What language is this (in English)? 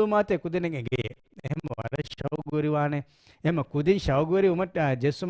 Divehi